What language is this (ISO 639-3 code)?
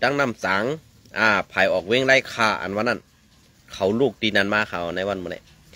shn